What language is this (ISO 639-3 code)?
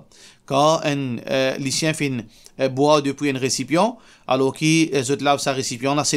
mfe